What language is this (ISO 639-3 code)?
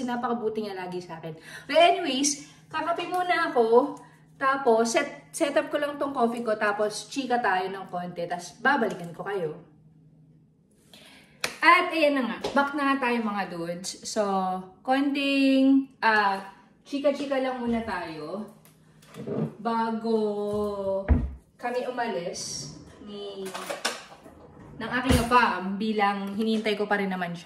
fil